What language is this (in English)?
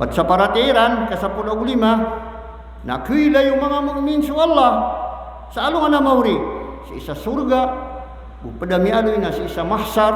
Maranao